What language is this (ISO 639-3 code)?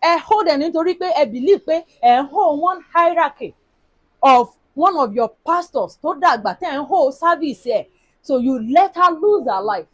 yor